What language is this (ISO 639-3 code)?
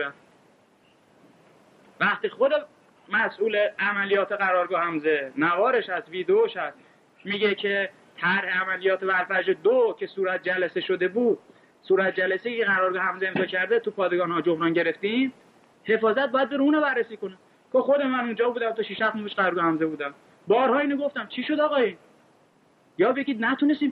fas